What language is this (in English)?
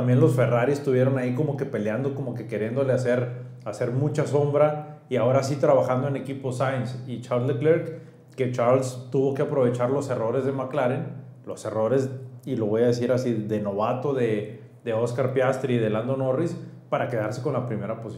Spanish